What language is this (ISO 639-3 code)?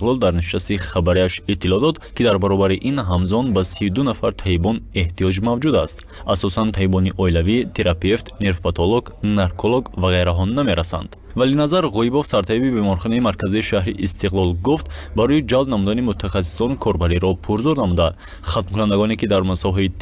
tgk